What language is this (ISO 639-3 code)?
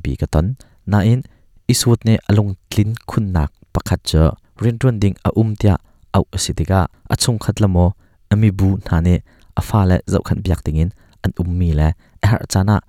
cnh